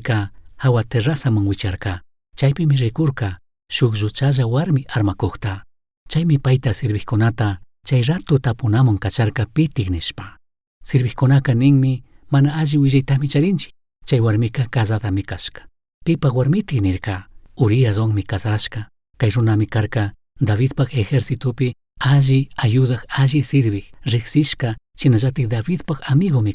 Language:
Chimborazo Highland Quichua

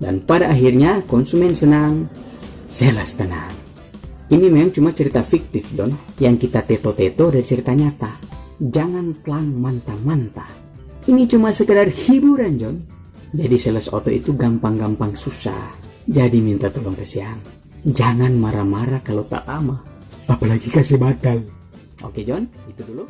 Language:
Manado Malay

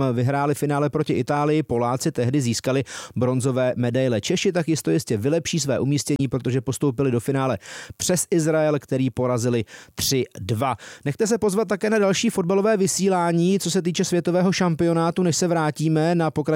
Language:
Czech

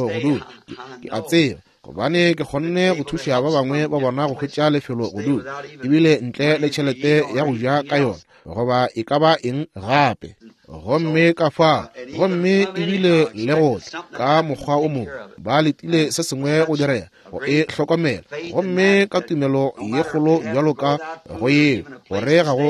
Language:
Northern Sotho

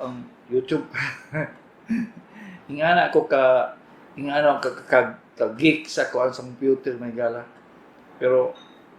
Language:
Cebuano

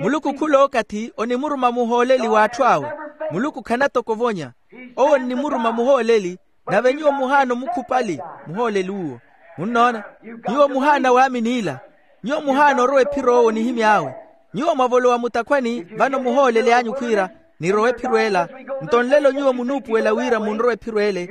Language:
Makhuwa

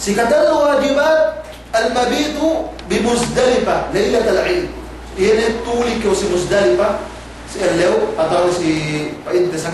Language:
Yakan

